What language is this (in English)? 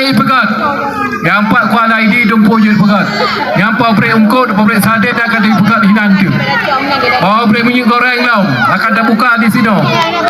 Achinese